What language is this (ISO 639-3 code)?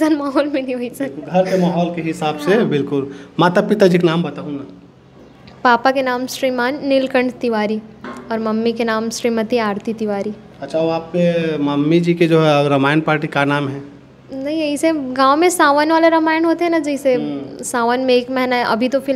hne